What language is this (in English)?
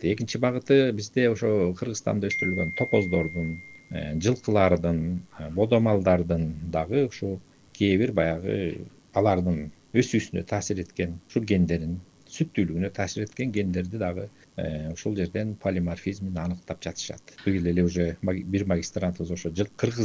Kyrgyz